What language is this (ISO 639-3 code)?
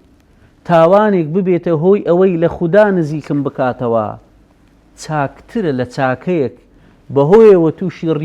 ckb